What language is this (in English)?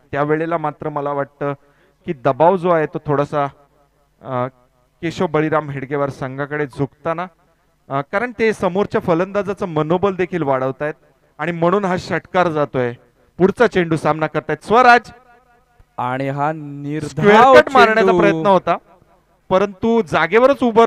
Marathi